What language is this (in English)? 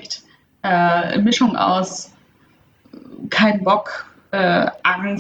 German